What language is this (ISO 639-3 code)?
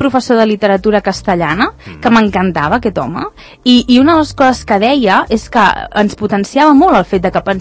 cat